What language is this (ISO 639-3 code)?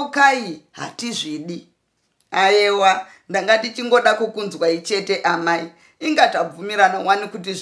sna